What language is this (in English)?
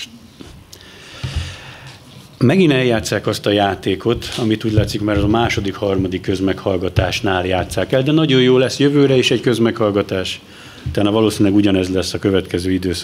Hungarian